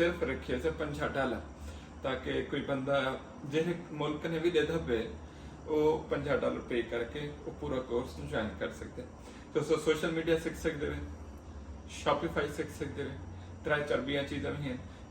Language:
Saraiki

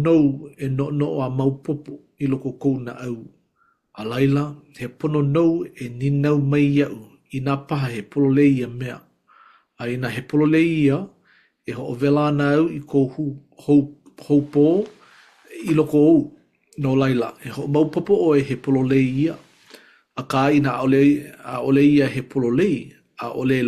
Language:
Hawaiian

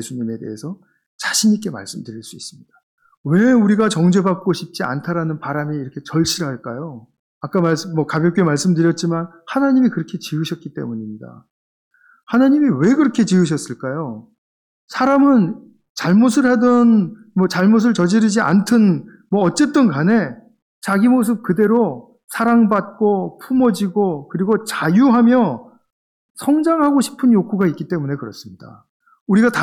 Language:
Korean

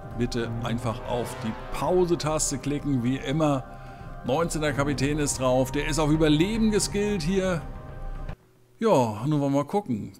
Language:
German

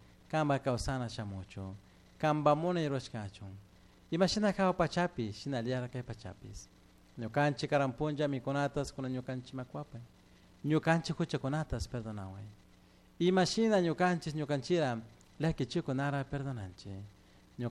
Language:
Chimborazo Highland Quichua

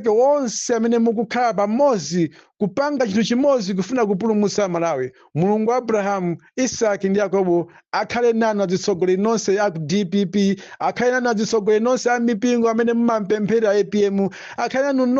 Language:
Nyanja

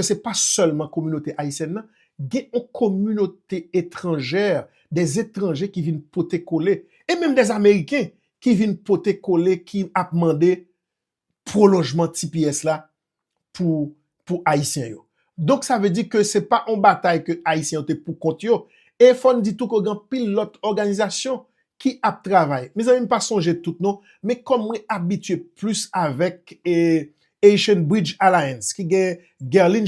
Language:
Haitian Creole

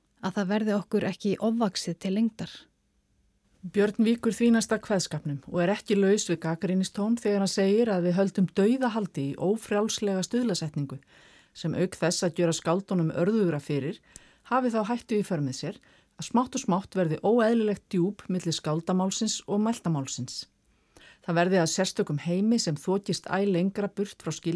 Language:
Icelandic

